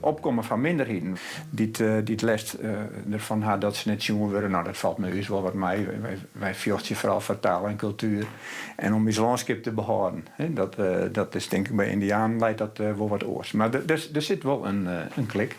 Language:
Western Frisian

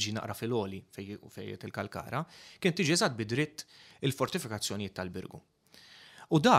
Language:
Maltese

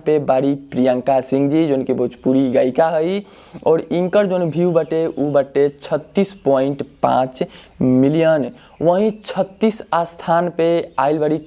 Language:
Bhojpuri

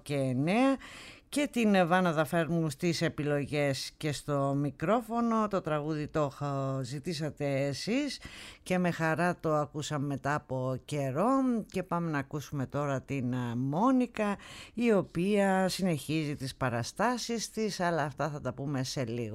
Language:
Greek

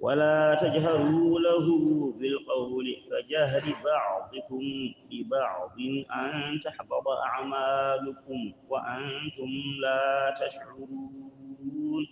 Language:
Fula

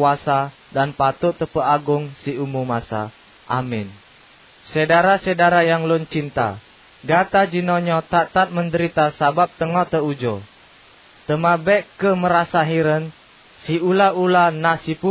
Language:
Achinese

